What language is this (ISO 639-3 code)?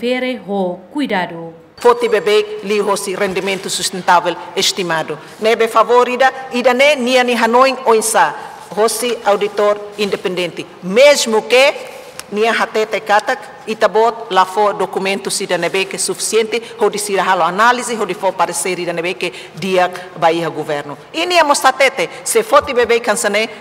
tet